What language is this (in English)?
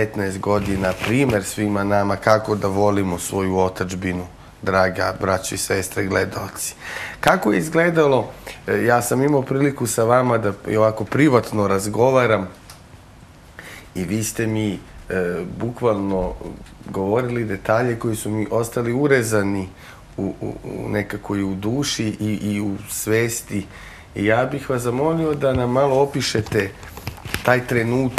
Serbian